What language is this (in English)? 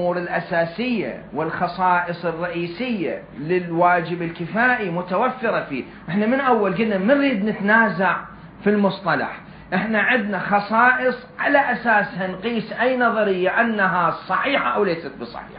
Mesopotamian Arabic